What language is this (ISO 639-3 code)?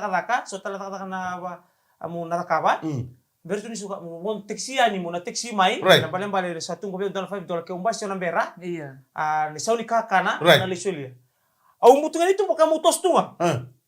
fij